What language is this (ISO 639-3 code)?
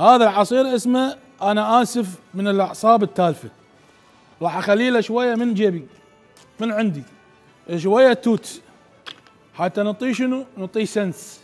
acm